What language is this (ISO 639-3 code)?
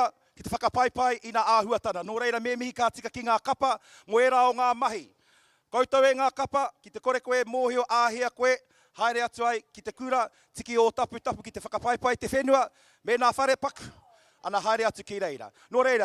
mri